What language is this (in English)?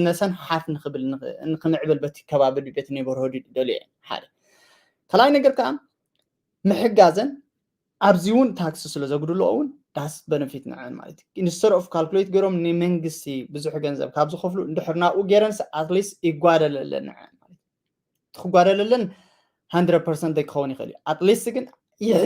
Tigrinya